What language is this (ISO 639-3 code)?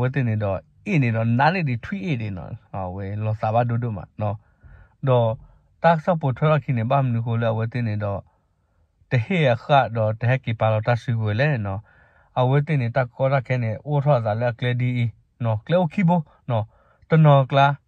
ksw